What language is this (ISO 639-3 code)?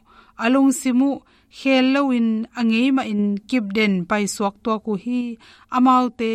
ctd